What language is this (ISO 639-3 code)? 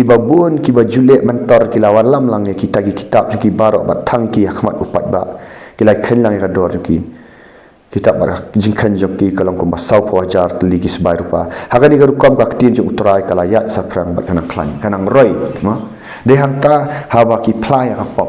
kha